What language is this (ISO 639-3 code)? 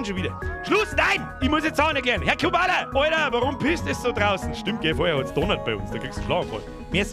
bar